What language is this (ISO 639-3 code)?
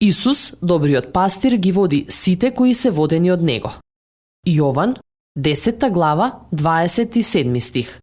mkd